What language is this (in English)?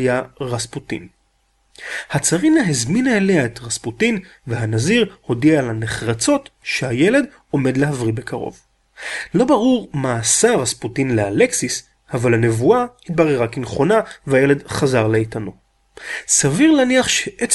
Hebrew